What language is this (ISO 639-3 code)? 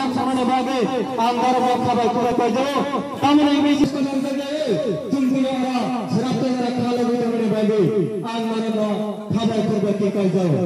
trp